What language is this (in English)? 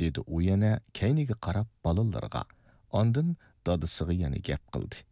Uyghur